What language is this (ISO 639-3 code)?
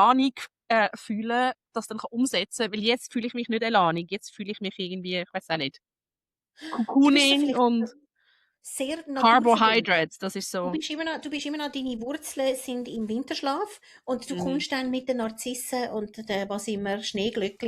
gsw